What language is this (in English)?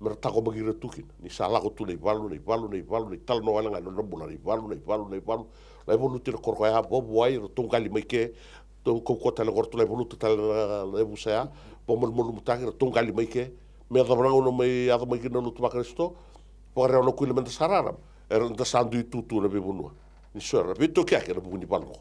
Fijian